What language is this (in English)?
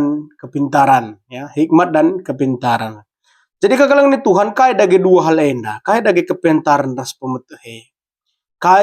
Batak Karo